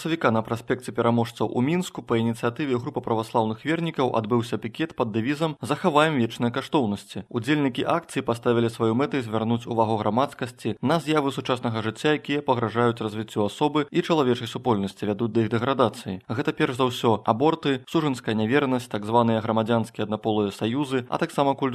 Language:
Belarusian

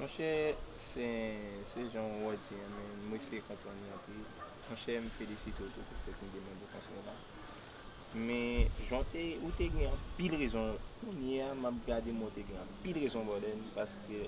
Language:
Haitian Creole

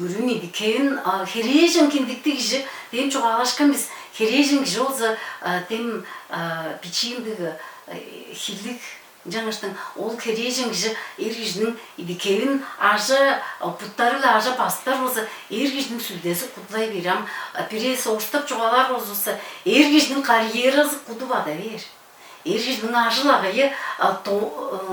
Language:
Tuvinian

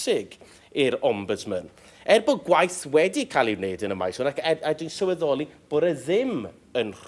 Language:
Welsh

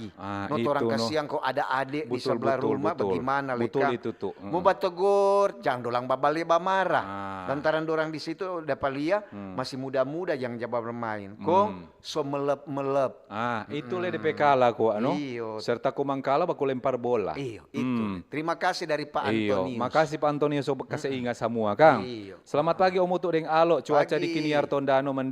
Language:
Manado Malay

